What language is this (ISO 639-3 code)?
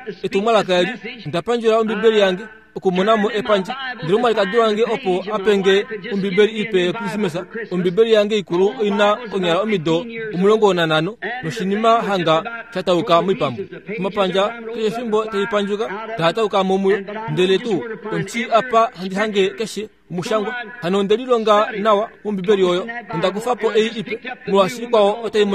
kua